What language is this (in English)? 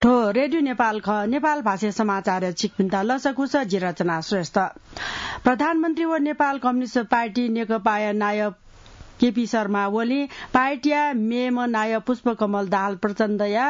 Newari